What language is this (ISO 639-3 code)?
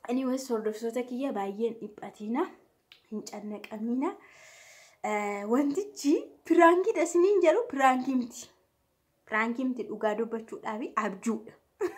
orm